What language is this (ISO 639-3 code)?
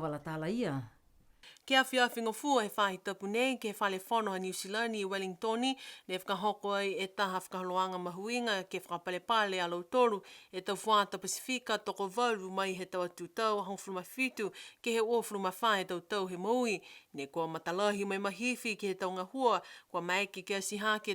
niu